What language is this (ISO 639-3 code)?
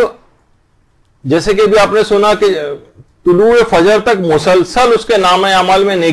urd